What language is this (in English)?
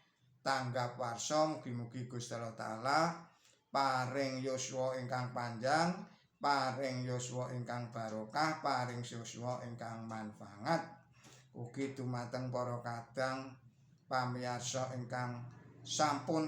Javanese